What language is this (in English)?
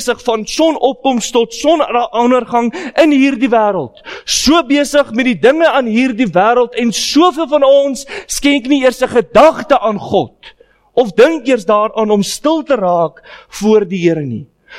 Afrikaans